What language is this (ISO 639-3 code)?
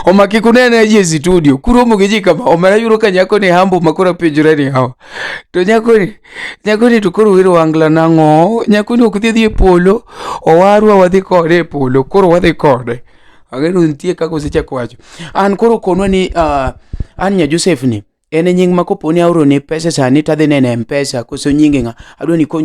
luo